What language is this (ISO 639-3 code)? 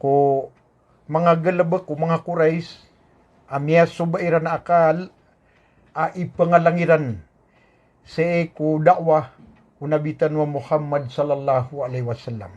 mrw